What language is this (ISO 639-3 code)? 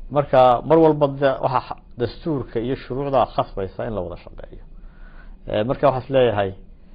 som